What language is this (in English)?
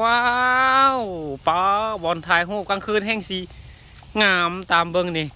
Lao